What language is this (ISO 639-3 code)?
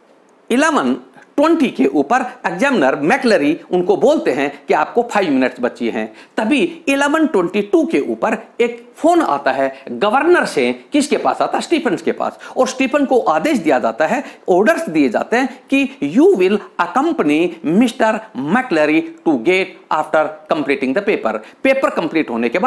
hin